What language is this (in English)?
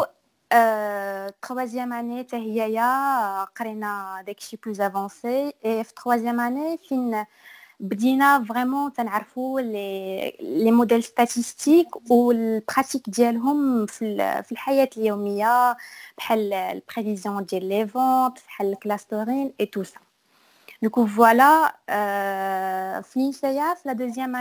Moroccan Arabic